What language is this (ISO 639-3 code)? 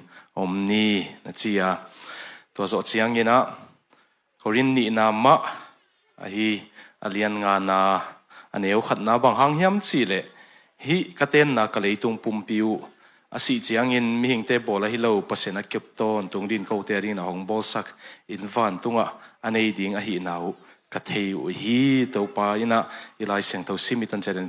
ctd